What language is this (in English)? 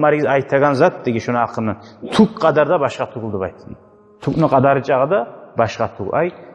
Kumyk